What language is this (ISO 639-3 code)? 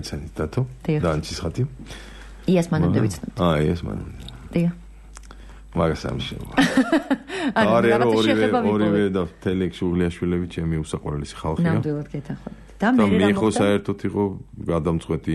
kat